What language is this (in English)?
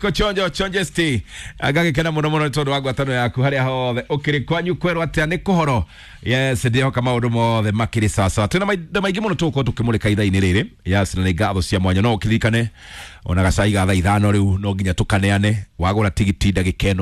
Kikuyu